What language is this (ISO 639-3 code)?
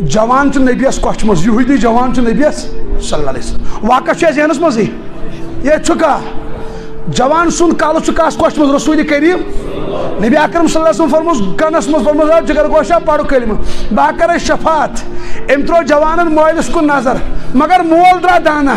kas